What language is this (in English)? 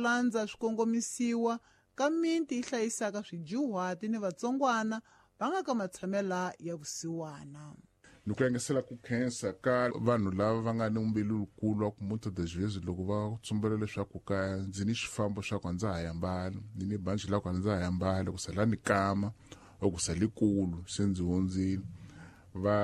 Tsonga